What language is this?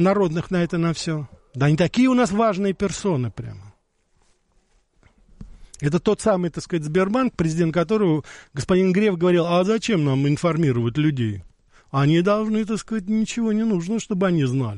Russian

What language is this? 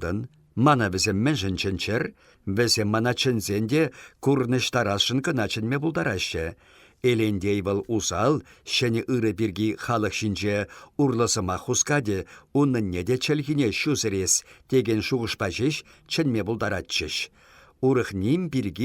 Chuvash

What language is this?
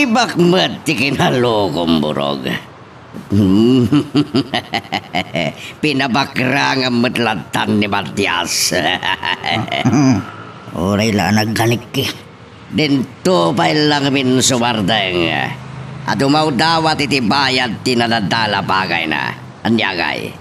Iloko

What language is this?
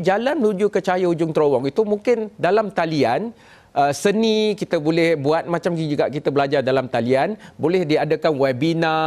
Malay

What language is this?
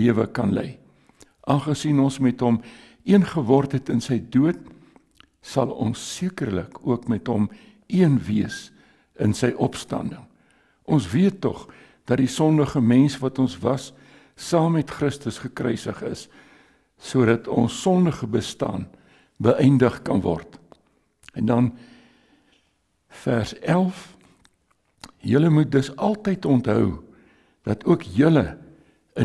Afrikaans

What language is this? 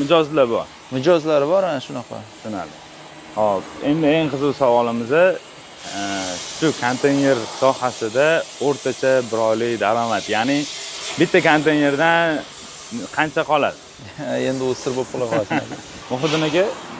Uzbek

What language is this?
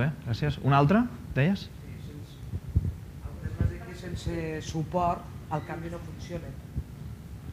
Catalan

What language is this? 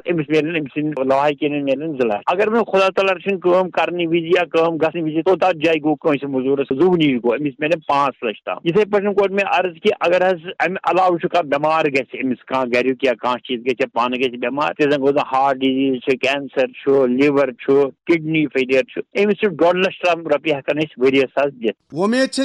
Kashmiri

